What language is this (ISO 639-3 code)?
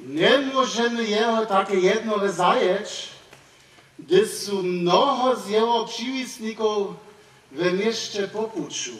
hsb